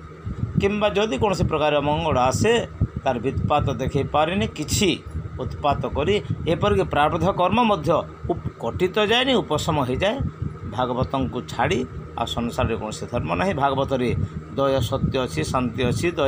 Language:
Odia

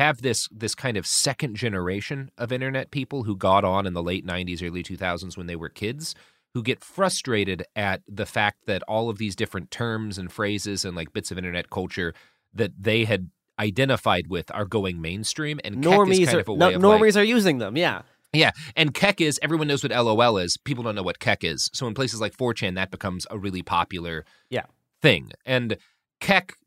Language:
English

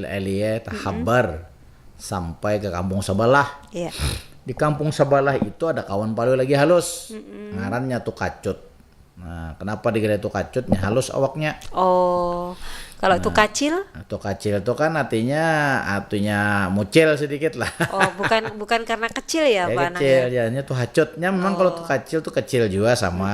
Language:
Banjar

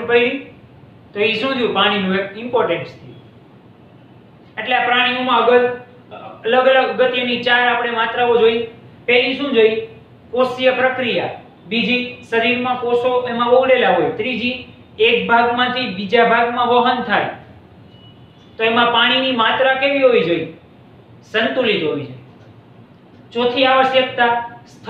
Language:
Gujarati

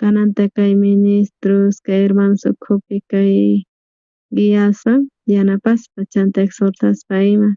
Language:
South Bolivian Quechua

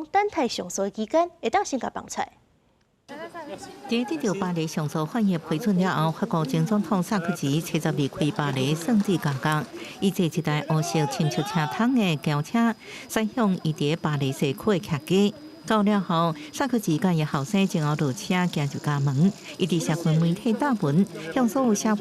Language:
Min Nan Chinese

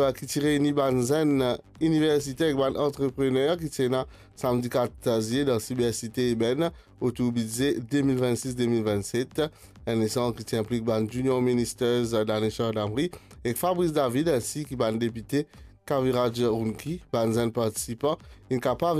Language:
Morisyen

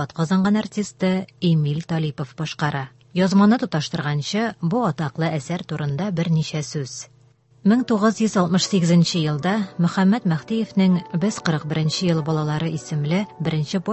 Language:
Tatar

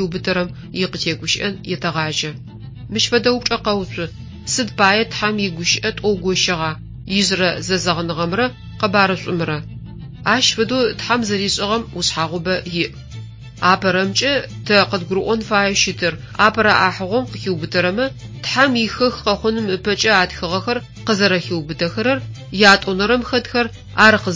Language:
Adyghe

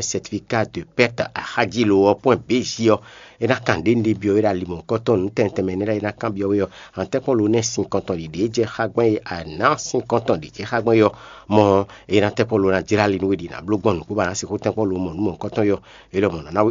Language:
Fon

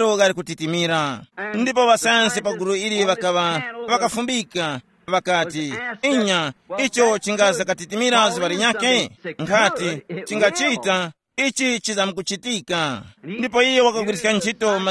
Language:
Tumbuka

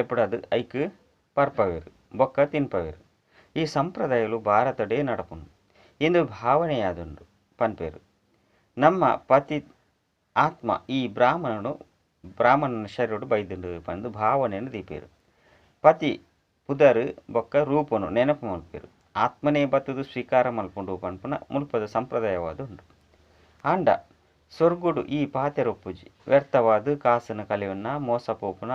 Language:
Tulu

